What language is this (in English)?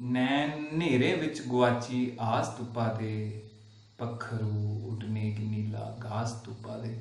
Dogri